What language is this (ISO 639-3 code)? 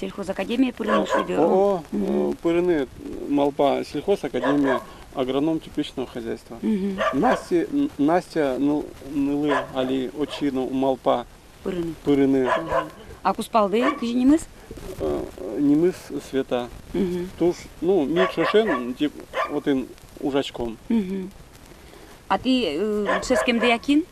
udm